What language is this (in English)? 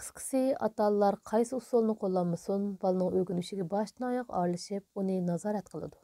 Uyghur